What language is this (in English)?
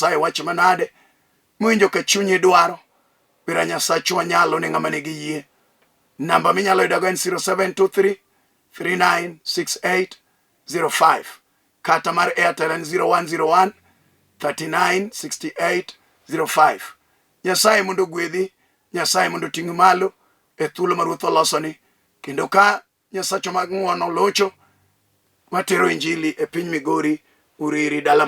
Luo (Kenya and Tanzania)